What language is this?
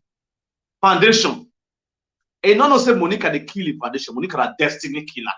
Nigerian Pidgin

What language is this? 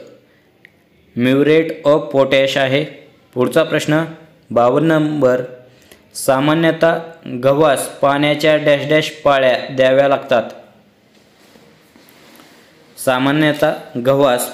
Marathi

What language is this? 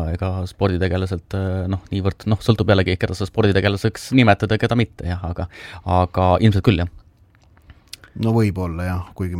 Estonian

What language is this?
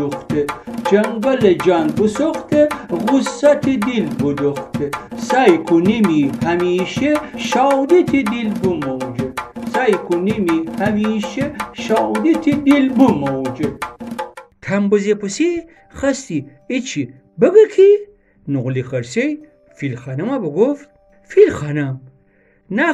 Gilaki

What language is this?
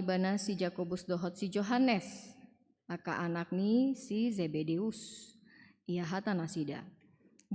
Batak Toba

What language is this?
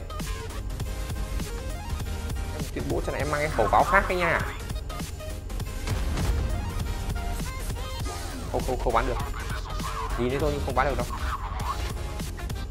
Vietnamese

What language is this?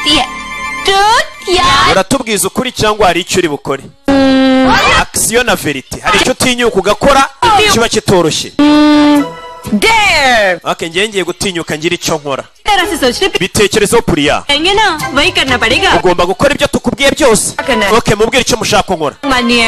Kinyarwanda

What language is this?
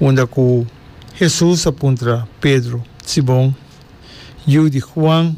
Papiamento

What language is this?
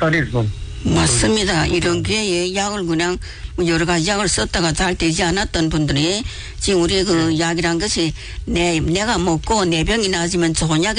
Korean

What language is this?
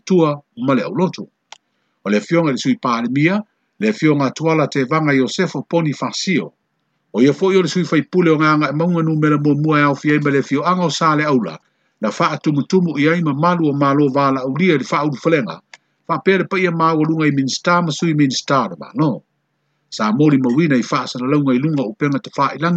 Samoan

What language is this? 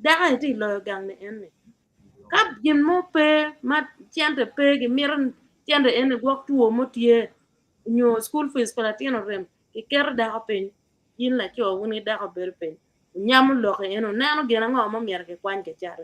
Acoli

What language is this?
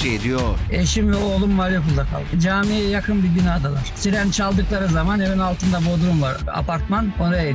Turkish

